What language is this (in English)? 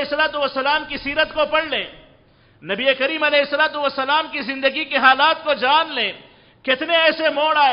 Urdu